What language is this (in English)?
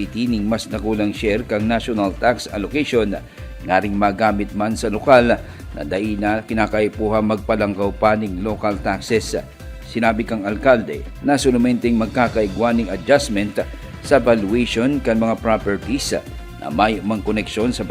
Bikol